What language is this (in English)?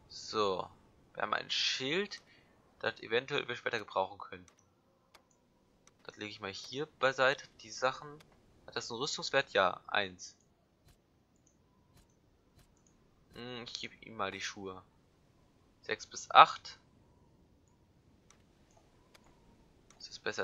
German